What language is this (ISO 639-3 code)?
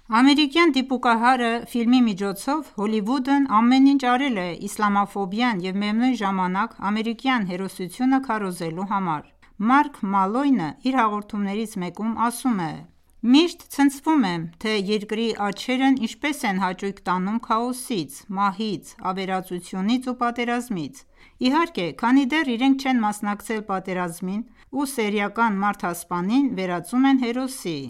hye